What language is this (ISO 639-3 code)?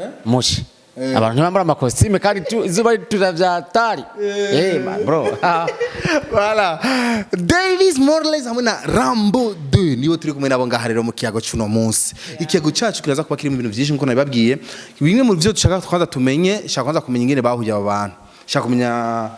run